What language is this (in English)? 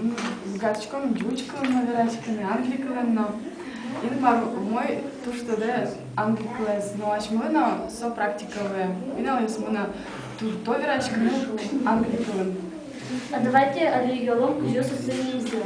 Udmurt